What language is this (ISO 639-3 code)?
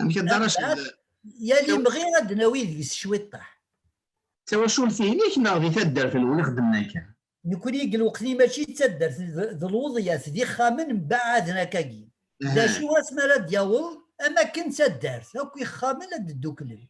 kab